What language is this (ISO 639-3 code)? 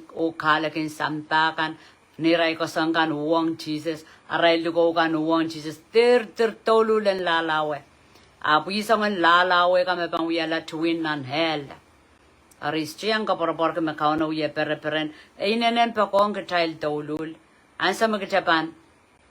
pon